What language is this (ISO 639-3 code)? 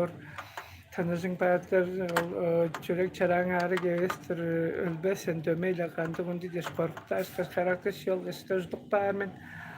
tyv